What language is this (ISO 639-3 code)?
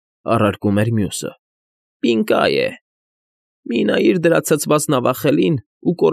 hye